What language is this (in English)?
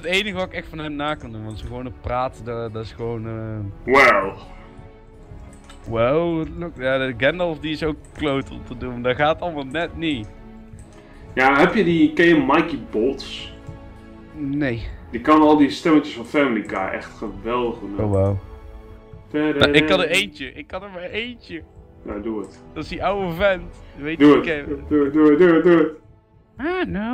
Dutch